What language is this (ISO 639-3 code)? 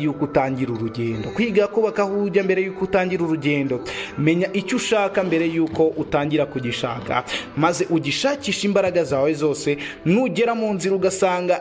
kin